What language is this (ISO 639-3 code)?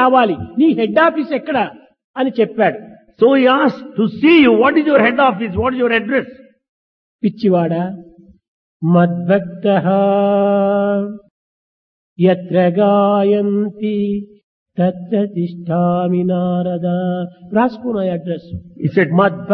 tel